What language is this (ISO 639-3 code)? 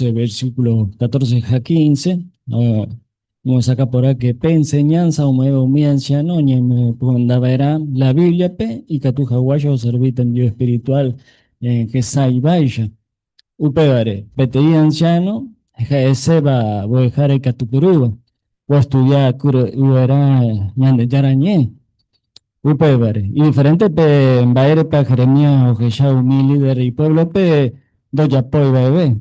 grn